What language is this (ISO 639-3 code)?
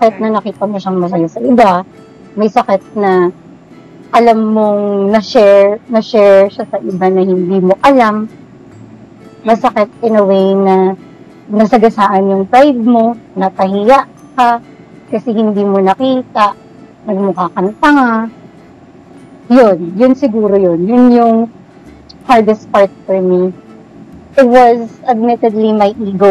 fil